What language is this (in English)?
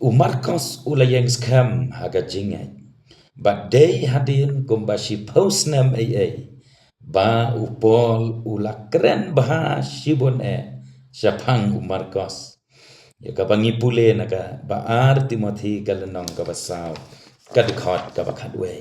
Khasi